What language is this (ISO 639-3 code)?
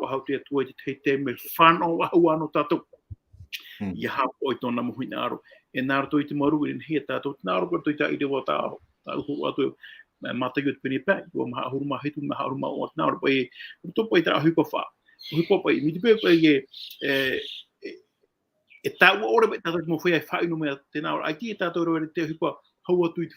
tah